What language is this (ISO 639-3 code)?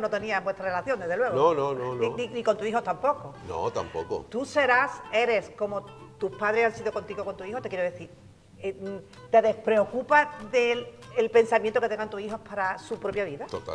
spa